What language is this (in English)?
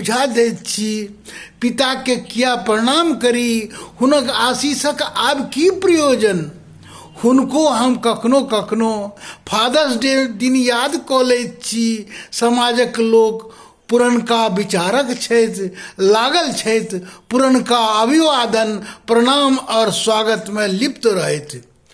Maithili